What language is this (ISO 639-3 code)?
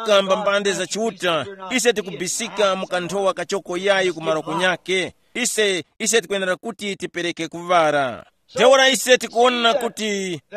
tum